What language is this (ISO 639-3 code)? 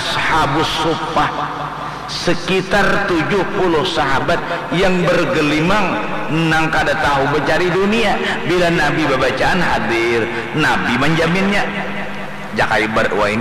bjn